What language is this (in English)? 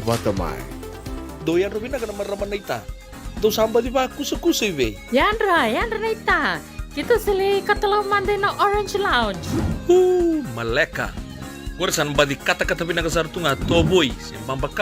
Fijian